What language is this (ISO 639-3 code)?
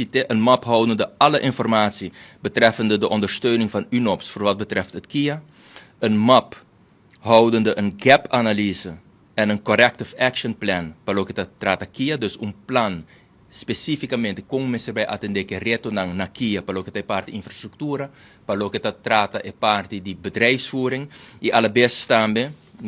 pap